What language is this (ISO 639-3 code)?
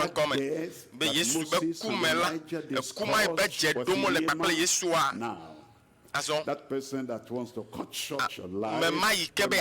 ewe